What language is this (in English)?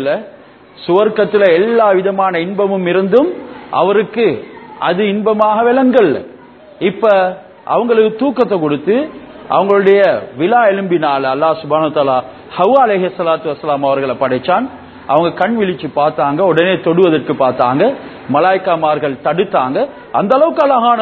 Tamil